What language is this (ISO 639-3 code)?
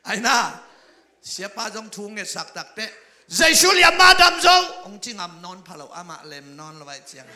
ctd